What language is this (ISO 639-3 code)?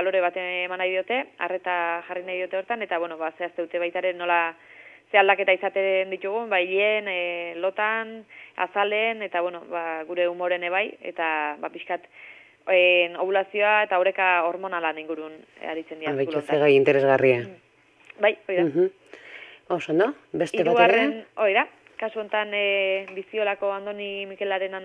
eus